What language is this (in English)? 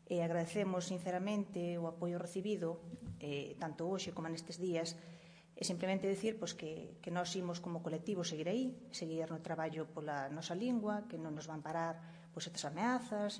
Galician